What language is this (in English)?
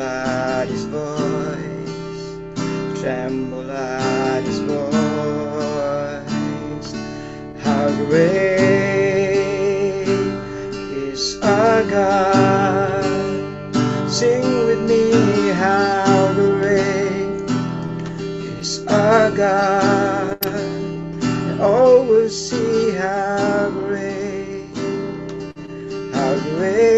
English